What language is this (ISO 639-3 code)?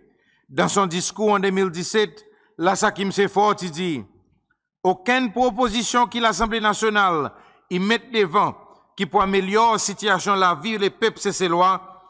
crs